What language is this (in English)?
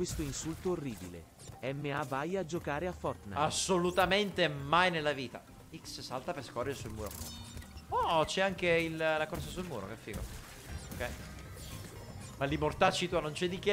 Italian